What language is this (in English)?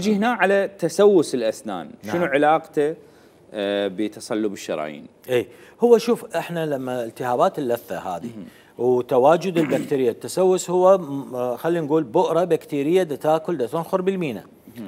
Mesopotamian Arabic